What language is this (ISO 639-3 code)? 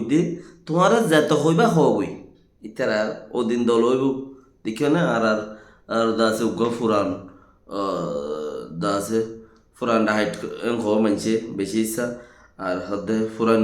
rhg